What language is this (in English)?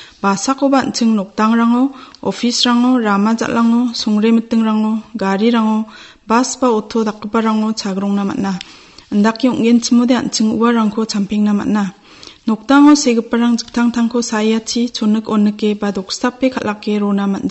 Garo